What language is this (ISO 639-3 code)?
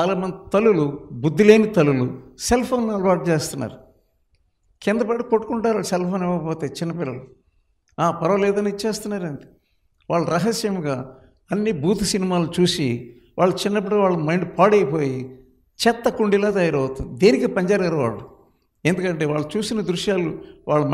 tel